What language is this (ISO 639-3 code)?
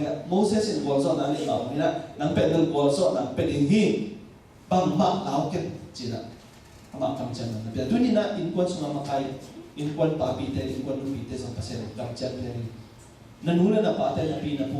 ctd